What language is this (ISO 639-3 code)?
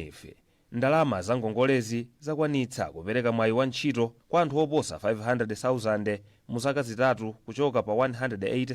nya